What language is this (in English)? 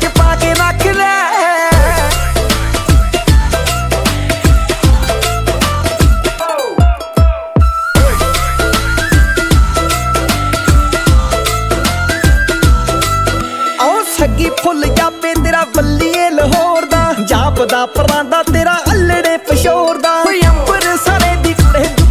Punjabi